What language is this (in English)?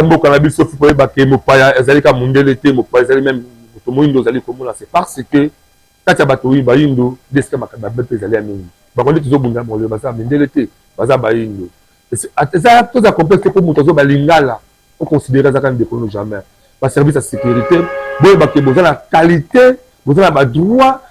Lingala